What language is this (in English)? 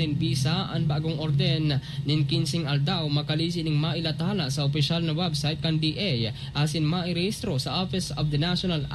Bikol